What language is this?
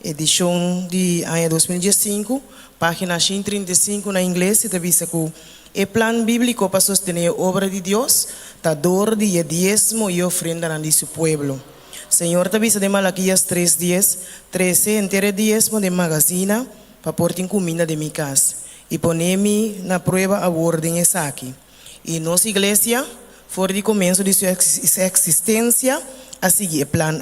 Papiamento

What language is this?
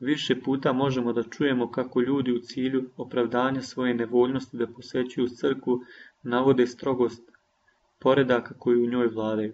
Serbian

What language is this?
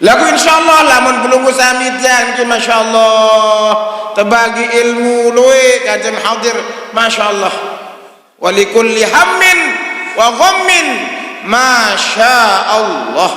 Sasak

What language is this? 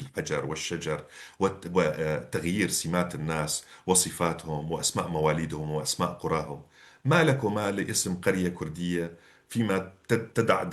North Levantine Arabic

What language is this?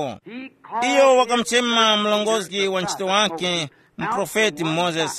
Tumbuka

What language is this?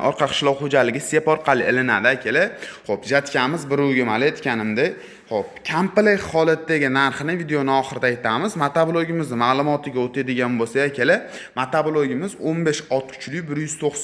Uzbek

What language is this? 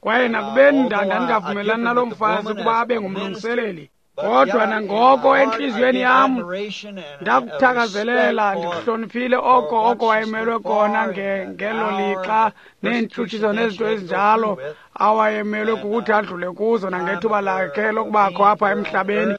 Xhosa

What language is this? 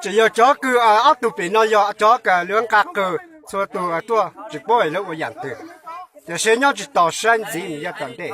Hmong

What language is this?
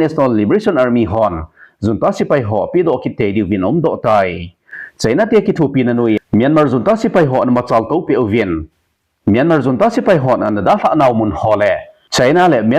Thado Chin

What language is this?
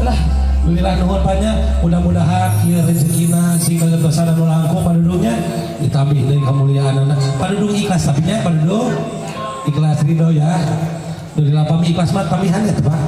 Sundanese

